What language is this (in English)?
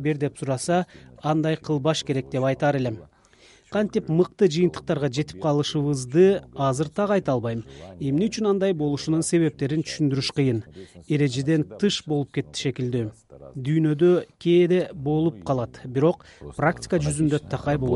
Kyrgyz